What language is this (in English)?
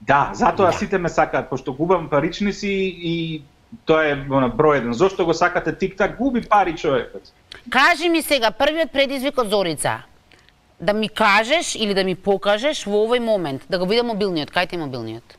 Macedonian